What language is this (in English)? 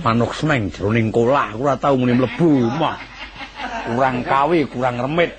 Javanese